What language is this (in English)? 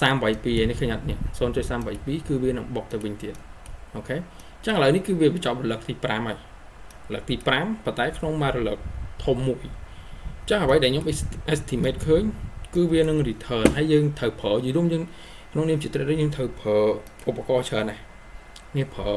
Khmer